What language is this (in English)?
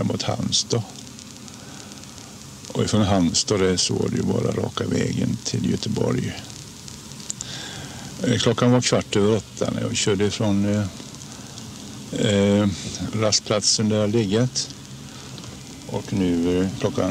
Swedish